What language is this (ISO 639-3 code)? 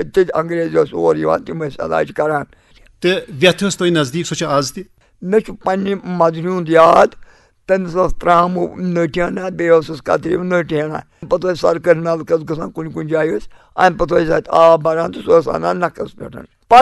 kas